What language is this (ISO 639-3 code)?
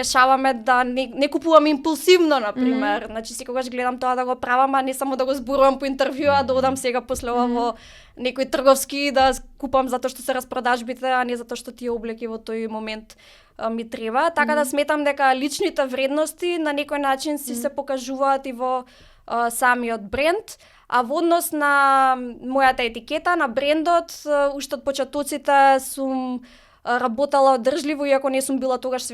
mkd